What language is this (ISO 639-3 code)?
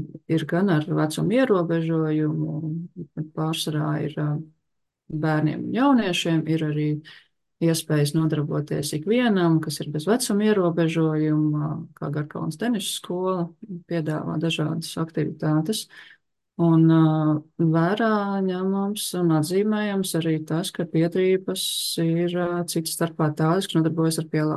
lav